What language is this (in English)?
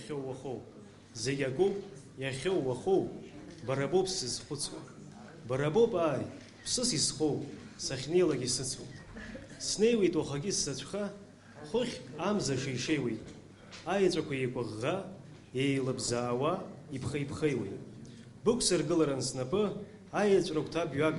Abkhazian